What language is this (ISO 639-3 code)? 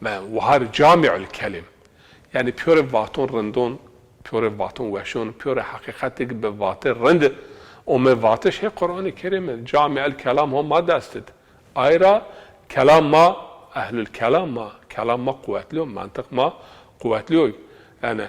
zza